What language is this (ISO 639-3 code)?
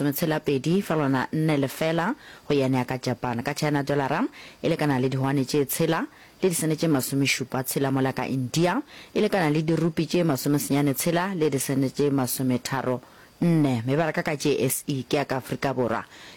nso